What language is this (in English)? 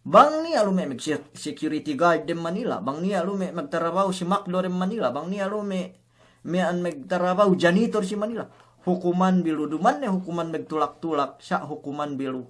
Yakan